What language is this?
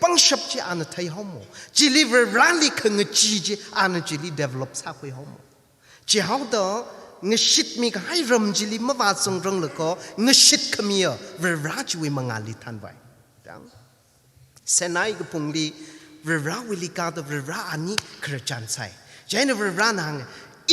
Tangkhul Naga (India)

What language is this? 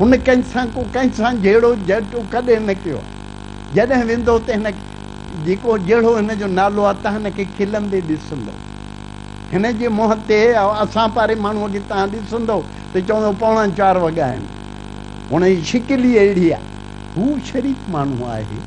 Sindhi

